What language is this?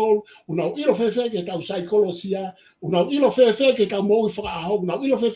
Tongan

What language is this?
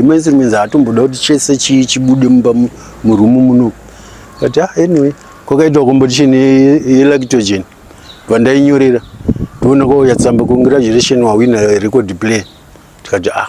Shona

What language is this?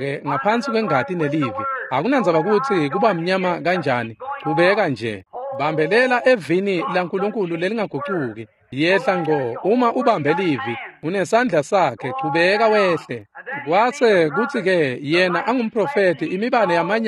Swati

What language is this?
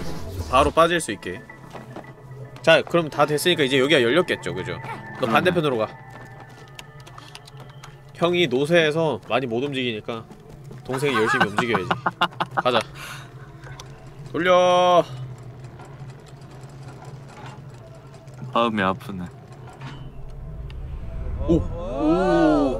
Korean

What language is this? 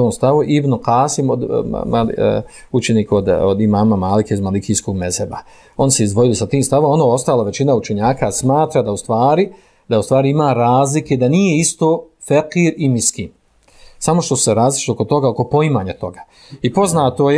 Bosnian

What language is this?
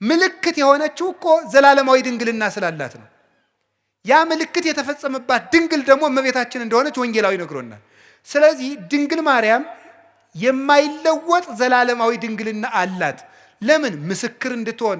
Amharic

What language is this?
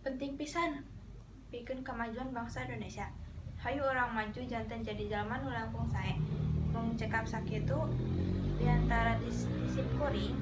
Sundanese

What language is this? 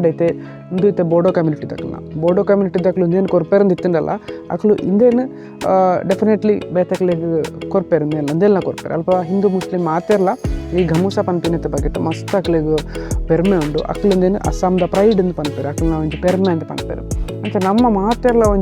Tulu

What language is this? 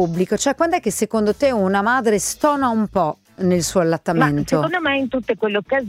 Italian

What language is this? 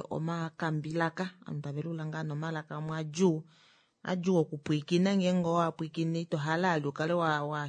Kuanyama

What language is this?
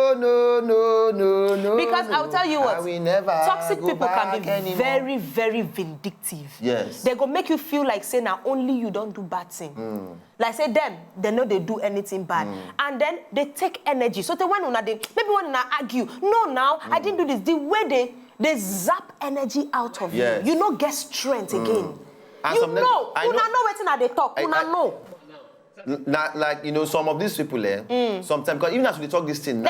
Nigerian Pidgin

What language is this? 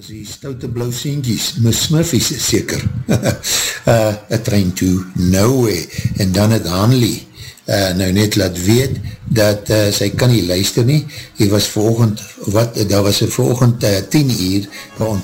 Afrikaans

